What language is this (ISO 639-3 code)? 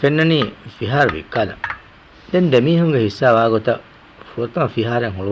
div